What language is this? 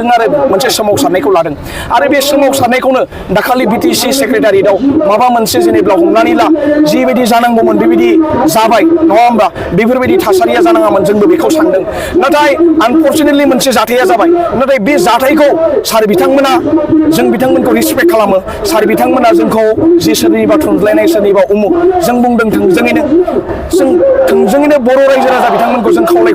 Bodo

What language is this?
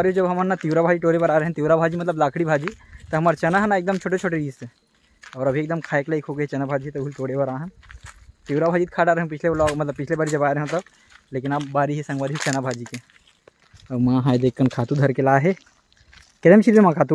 Chhattisgarhi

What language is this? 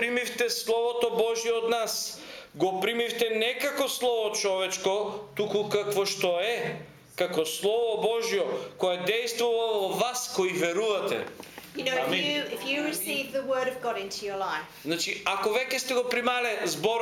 Macedonian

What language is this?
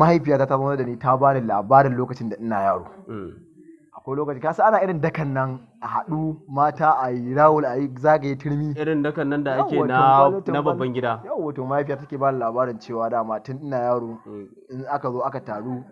Hausa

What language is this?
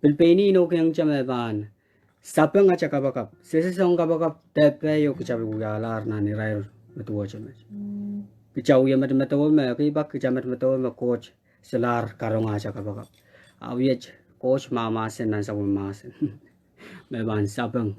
Pohnpeian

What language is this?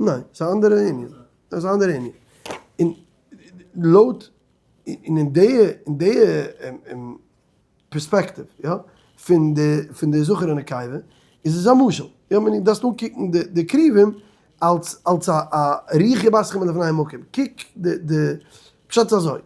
Yiddish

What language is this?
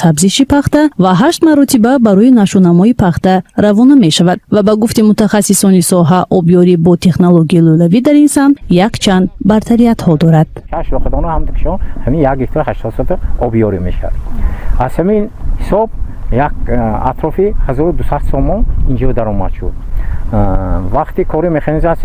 Tajik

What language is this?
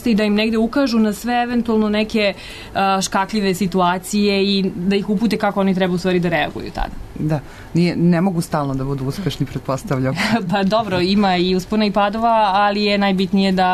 Serbian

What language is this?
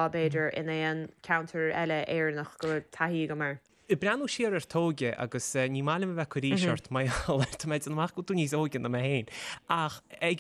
Irish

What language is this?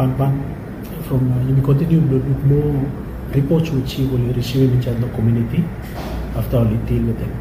Bislama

